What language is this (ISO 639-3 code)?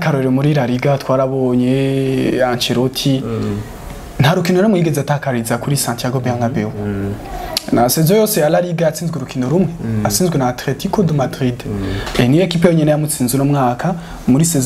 run